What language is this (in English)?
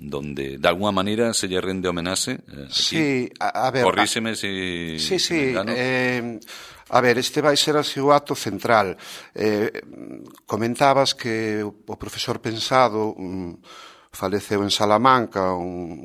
Galician